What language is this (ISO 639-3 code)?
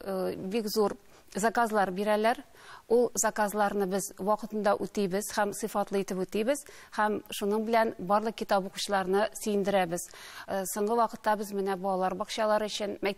tat